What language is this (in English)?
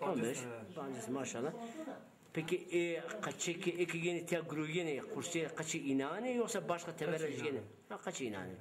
Zaza